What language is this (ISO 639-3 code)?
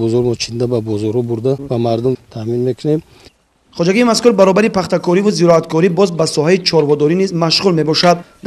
tgk